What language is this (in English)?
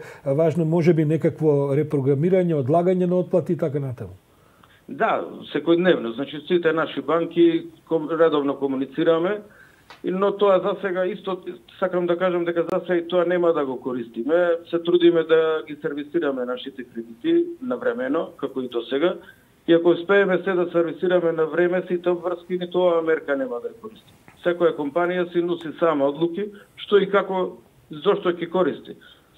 Macedonian